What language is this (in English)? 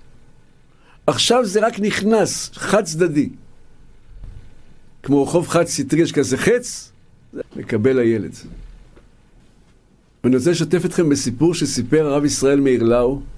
Hebrew